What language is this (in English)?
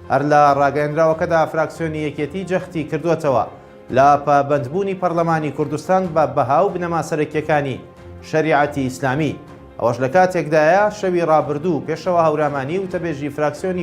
Central Kurdish